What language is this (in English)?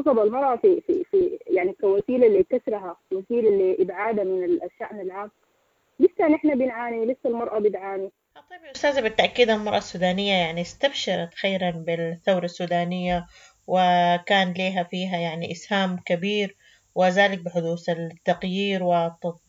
Sudanese Arabic